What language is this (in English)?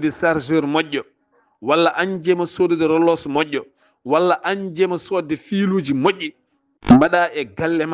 Fula